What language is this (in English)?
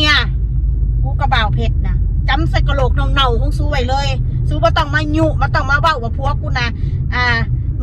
Northeastern Thai